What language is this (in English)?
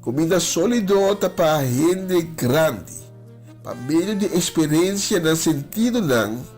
Papiamento